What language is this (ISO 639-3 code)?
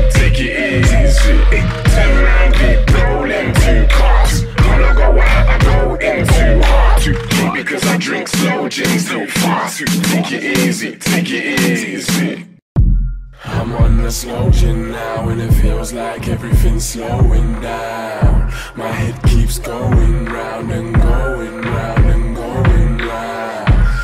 eng